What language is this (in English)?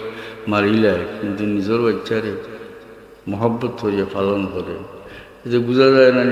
Sylheti